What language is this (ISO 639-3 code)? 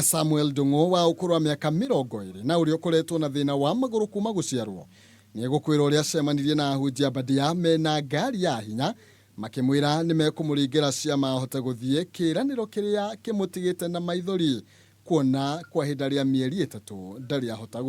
kik